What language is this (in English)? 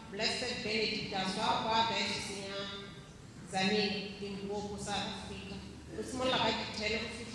Tswana